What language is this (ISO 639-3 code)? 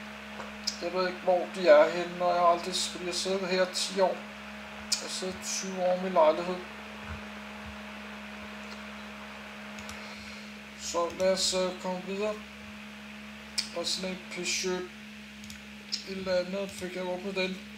dan